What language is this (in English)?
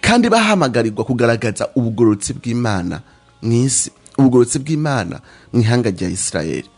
Rundi